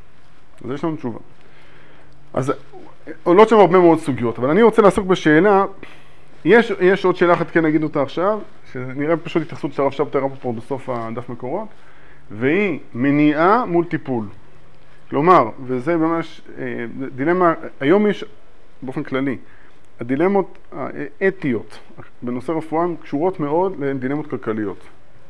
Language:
Hebrew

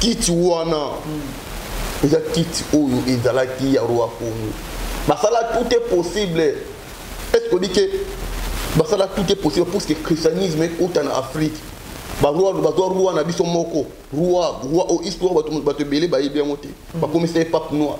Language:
Lingala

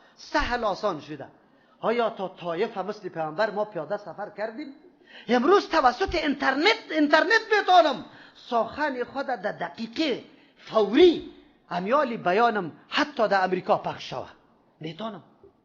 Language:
Persian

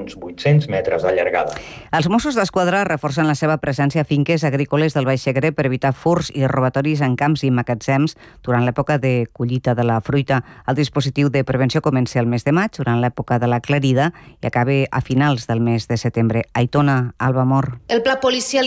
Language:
Catalan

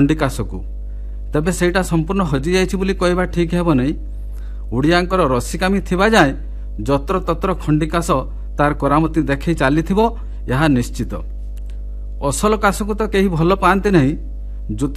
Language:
Odia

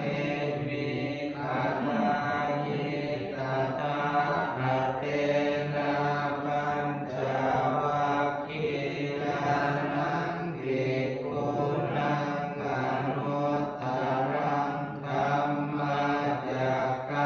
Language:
Pali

